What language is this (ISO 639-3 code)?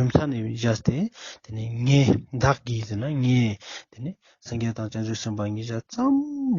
lbj